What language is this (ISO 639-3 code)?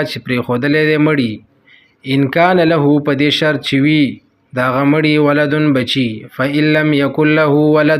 pus